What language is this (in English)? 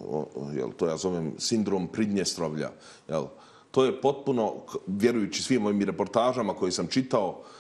Bosnian